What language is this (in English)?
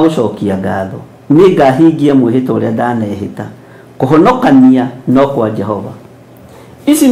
Kikuyu